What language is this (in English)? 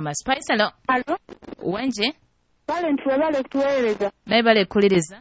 Nyoro